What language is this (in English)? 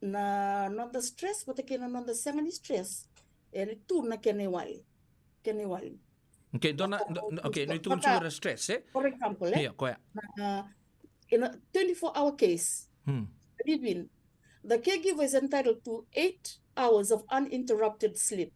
Fijian